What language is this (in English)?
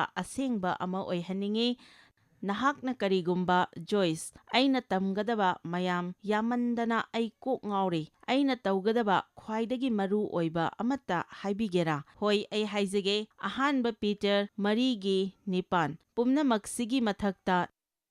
Manipuri